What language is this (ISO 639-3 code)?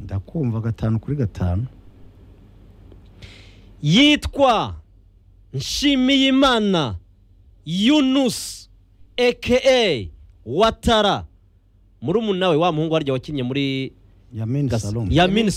kin